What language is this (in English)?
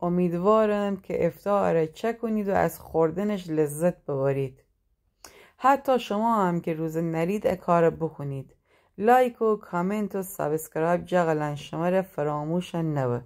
Gilaki